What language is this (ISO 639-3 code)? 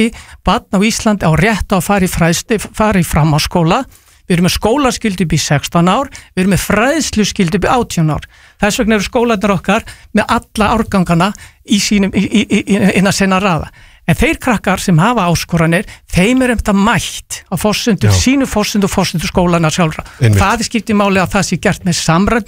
isl